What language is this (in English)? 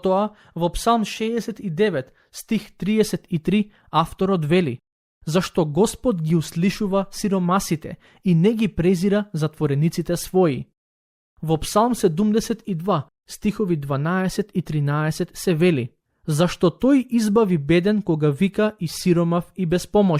Macedonian